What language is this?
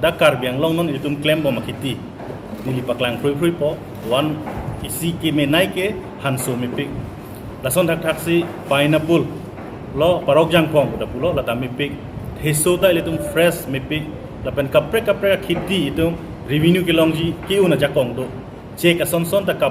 Karbi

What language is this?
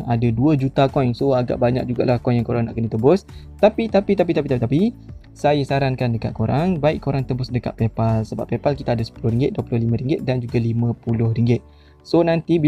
Malay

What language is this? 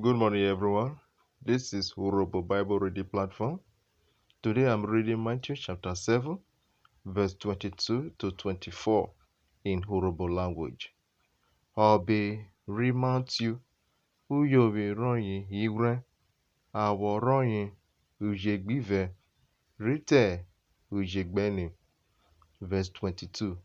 Urhobo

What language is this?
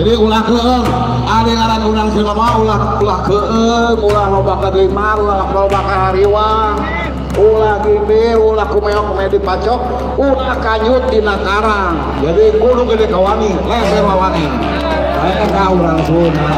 Sundanese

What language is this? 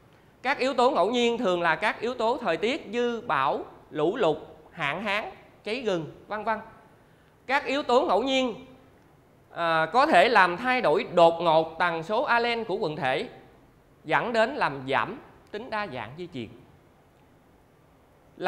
Vietnamese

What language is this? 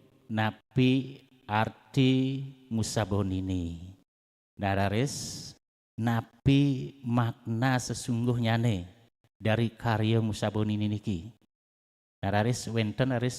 Balinese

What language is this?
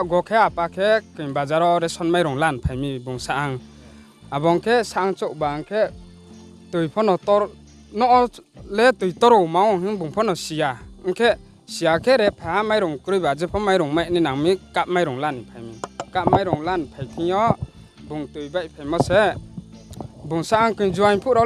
Riang (India)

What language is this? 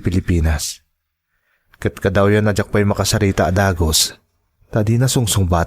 Iloko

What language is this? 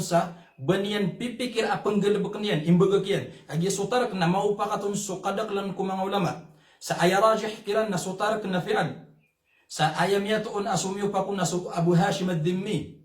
Maranao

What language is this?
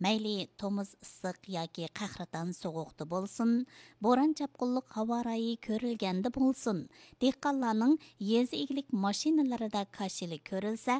Uyghur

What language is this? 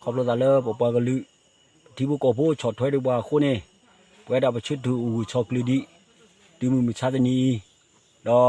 S'gaw Karen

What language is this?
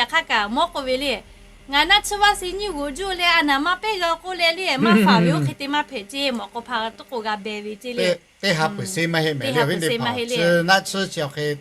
Lahu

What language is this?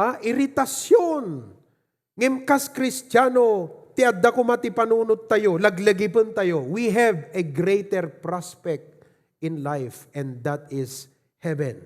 Iloko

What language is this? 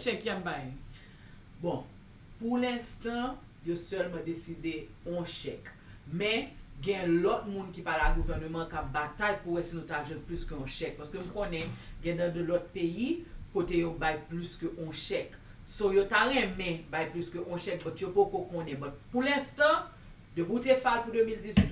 Haitian Creole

